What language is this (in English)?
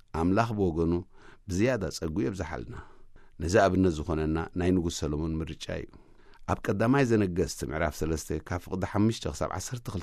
Tigrinya